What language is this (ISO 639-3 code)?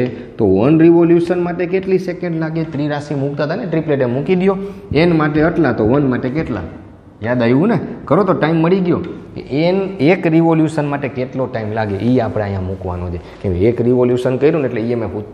guj